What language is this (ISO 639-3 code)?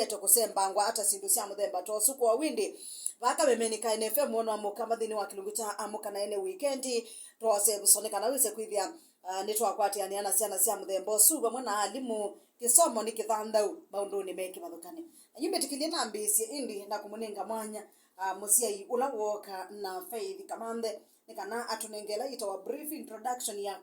kam